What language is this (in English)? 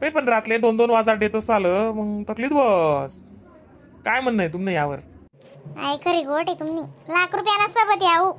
Khandesi